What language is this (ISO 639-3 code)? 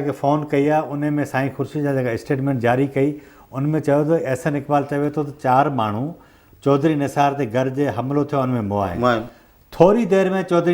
snd